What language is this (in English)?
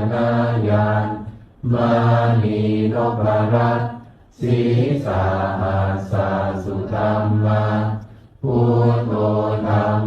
Pali